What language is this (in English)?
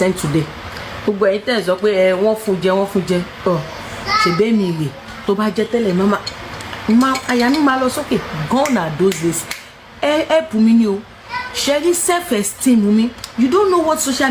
Yoruba